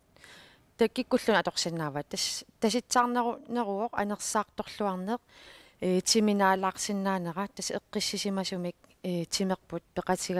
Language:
Kalaallisut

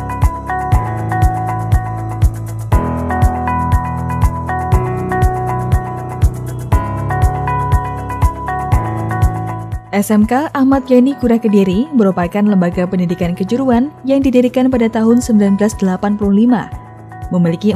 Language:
Indonesian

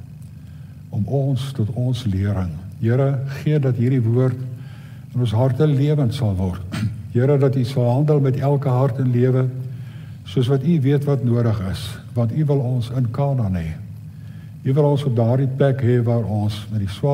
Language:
Afrikaans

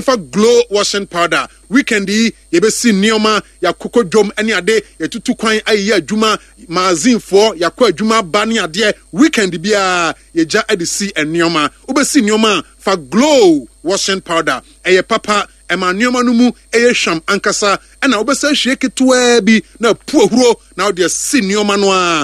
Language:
Akan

